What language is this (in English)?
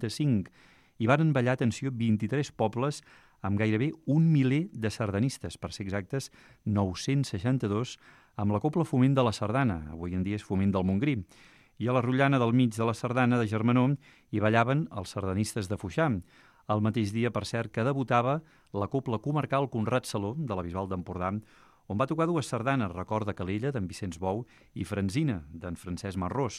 Catalan